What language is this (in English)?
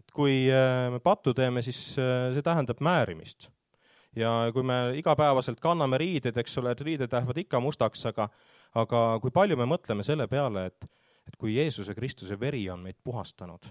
Estonian